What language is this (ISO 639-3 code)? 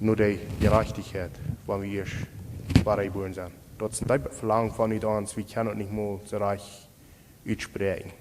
pdt